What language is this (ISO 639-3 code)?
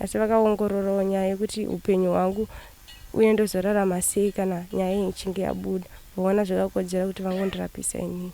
sna